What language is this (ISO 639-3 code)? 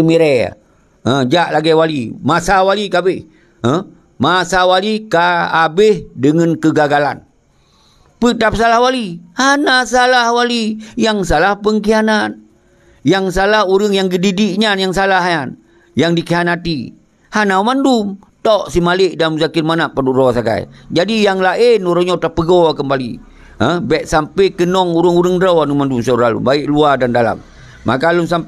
ace